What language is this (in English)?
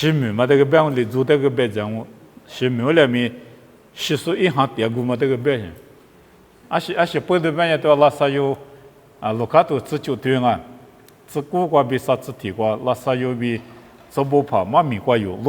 Lisu